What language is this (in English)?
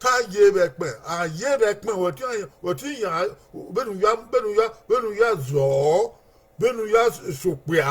Bini